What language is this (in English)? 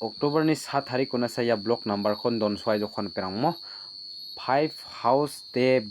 Garo